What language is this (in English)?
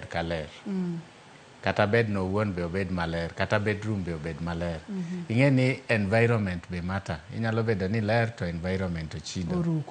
Luo (Kenya and Tanzania)